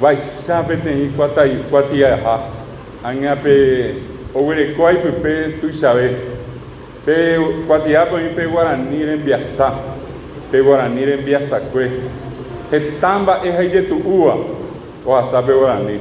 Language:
Guarani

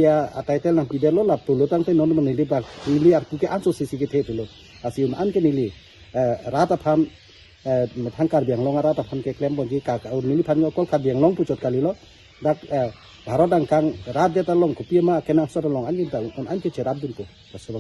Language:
Karbi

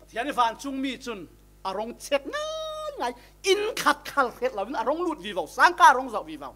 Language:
Falam Chin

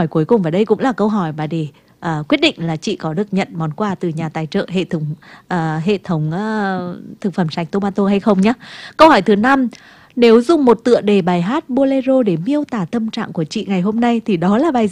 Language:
Vietnamese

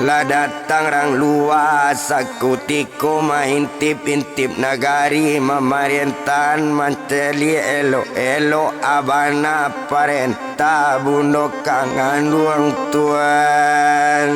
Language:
Minangkabau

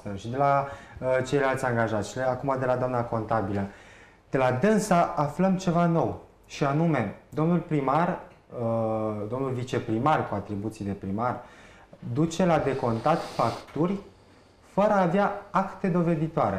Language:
Romanian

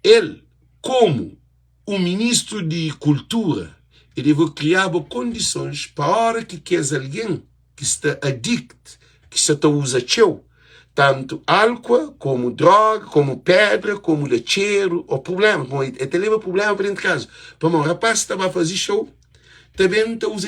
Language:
Kabuverdianu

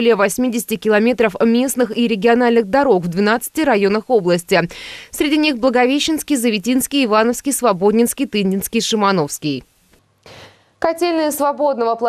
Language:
Russian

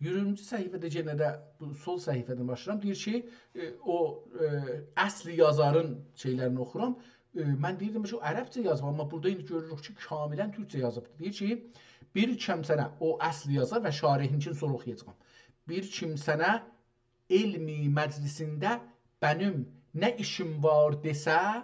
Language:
South Azerbaijani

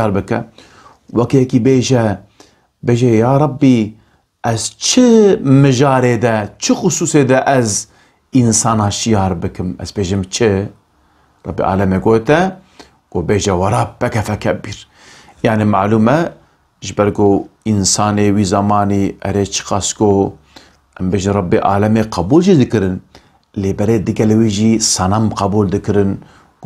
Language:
Kurdish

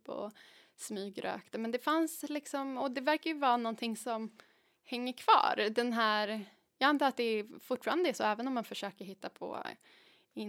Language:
Swedish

